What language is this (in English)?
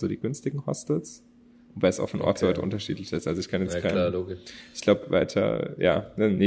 German